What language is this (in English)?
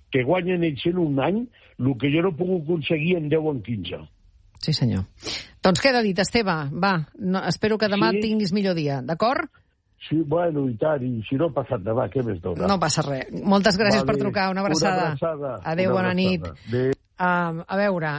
Catalan